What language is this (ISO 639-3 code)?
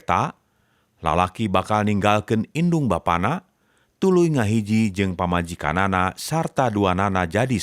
sun